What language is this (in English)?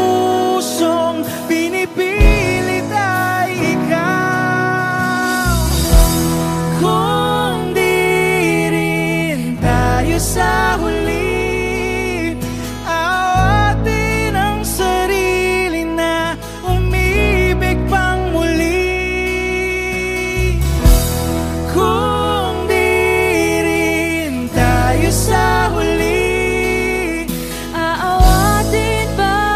Filipino